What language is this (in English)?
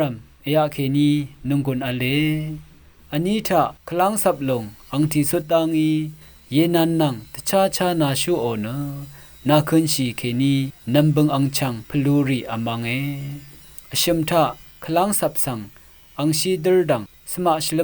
Rawang